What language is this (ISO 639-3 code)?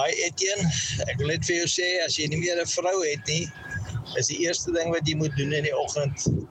afr